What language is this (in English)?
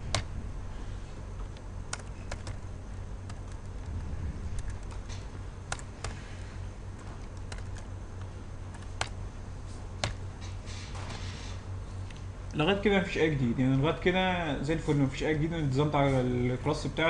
Egyptian Arabic